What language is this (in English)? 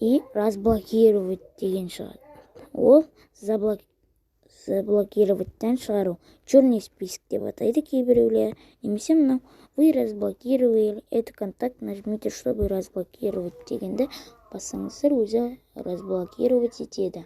Kazakh